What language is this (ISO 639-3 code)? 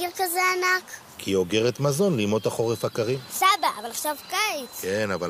heb